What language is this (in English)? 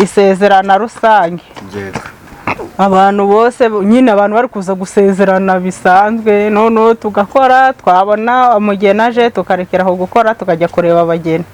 Kinyarwanda